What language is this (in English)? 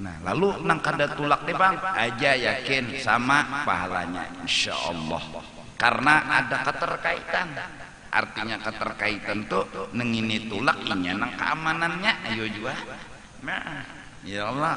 Banjar